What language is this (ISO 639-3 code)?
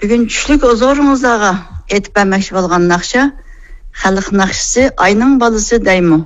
uig